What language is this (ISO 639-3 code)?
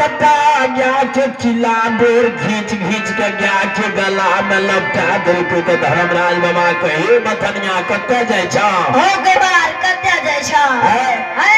mai